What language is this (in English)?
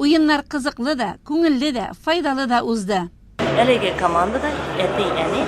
Tatar